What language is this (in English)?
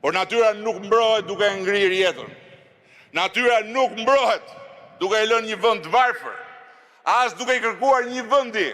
Albanian